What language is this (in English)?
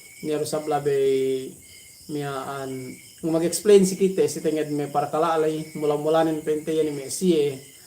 Yakan